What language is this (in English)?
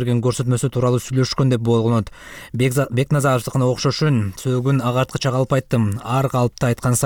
Kyrgyz